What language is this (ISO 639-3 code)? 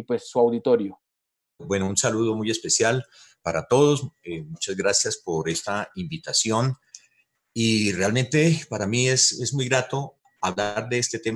spa